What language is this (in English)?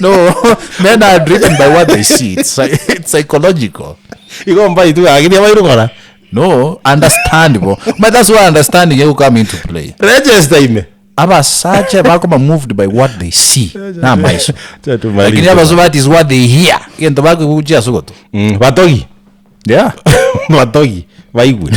Gusii